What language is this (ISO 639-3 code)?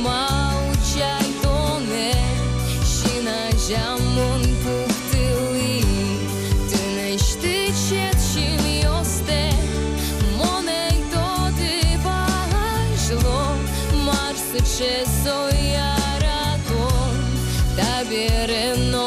udm